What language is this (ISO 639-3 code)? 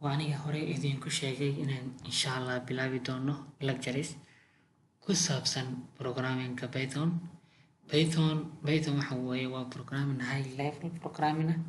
som